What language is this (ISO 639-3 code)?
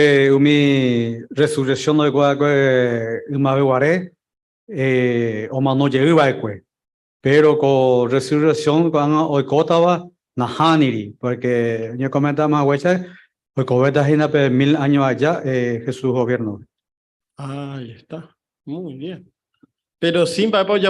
grn